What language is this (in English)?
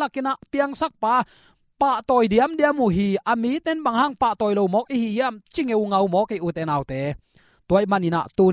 Tedim Chin